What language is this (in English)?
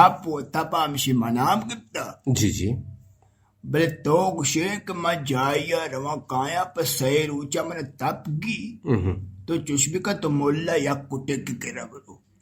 Eastern Balochi